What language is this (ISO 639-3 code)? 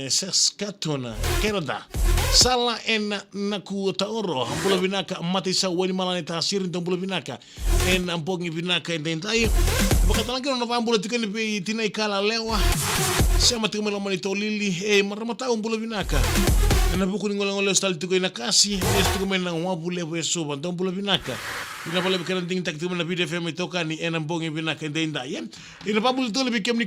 fij